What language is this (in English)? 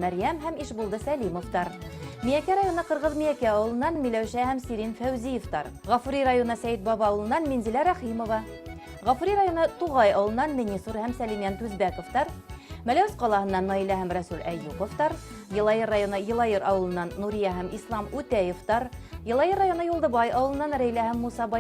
Bashkir